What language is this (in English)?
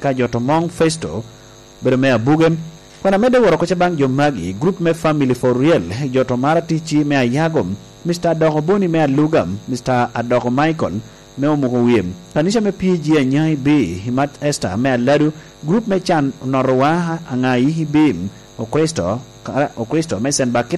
Lango (Uganda)